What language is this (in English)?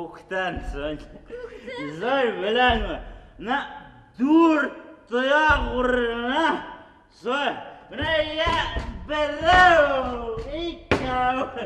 Bashkir